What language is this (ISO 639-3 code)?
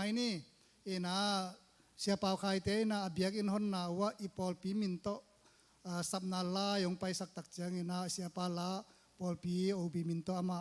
ctd